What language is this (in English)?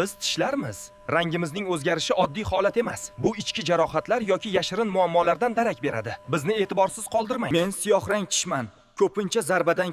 Uzbek